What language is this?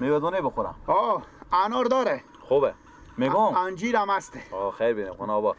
Persian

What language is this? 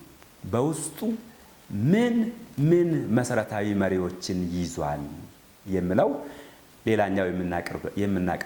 Amharic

